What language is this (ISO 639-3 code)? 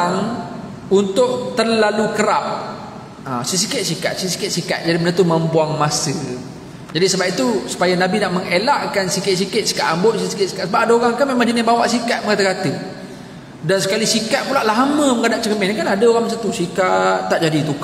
msa